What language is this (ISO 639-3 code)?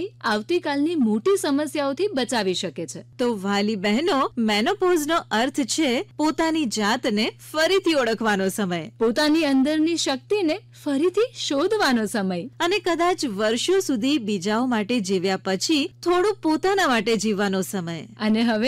guj